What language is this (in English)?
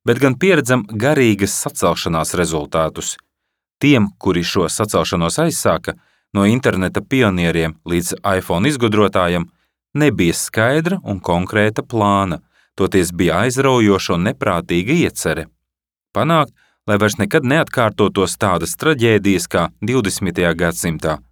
Latvian